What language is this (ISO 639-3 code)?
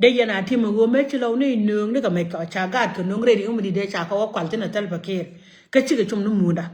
nus